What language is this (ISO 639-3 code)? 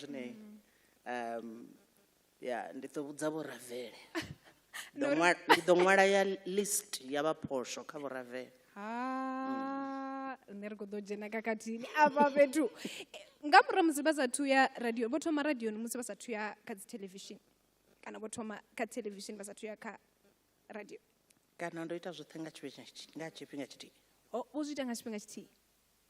ven